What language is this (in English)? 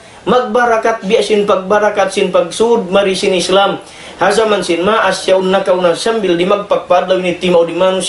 Tausug